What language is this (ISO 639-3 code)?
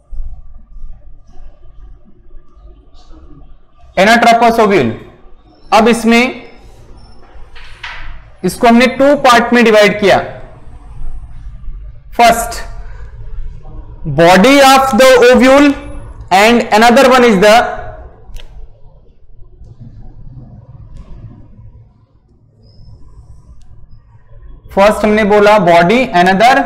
hin